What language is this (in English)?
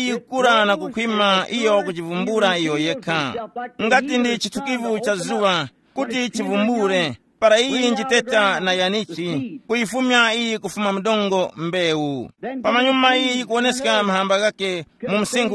Tumbuka